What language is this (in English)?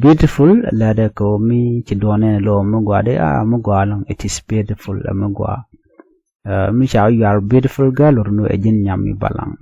Nuer